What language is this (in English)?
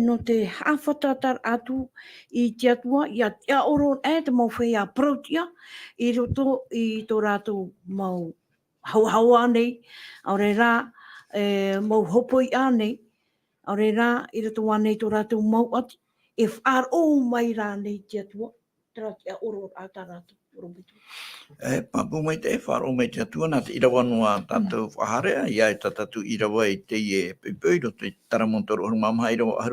Tahitian